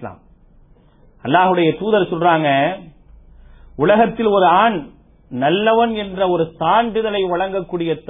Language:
Tamil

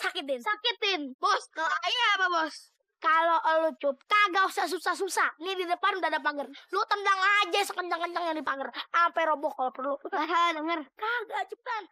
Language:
Betawi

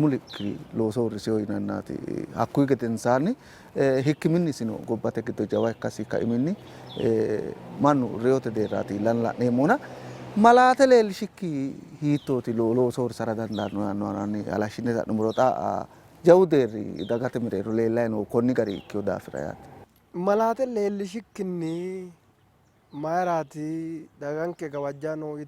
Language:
Sidamo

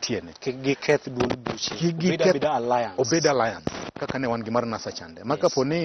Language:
Luo (Kenya and Tanzania)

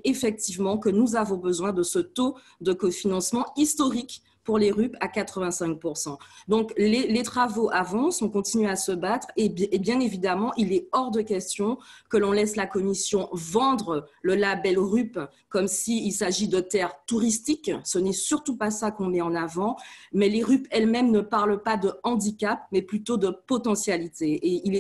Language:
French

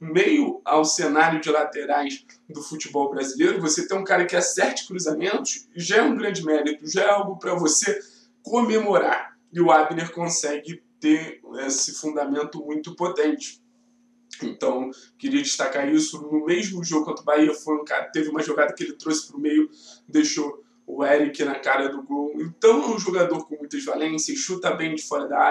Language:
Portuguese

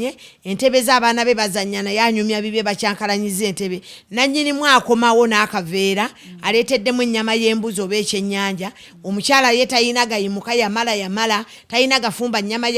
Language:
Ganda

